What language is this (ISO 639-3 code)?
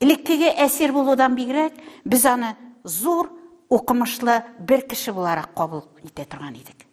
tat